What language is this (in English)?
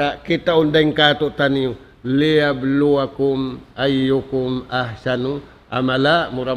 Tausug